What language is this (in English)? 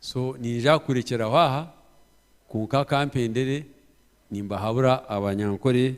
Nyankole